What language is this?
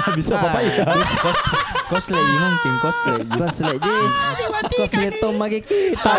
Makassar Malay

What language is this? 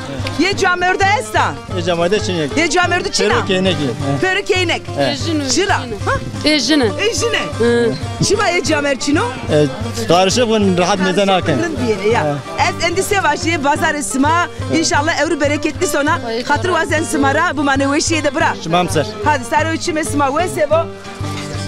Zaza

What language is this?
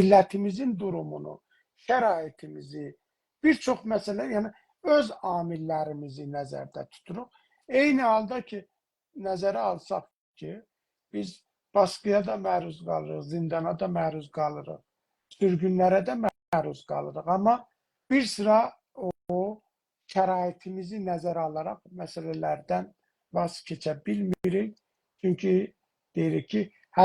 South Azerbaijani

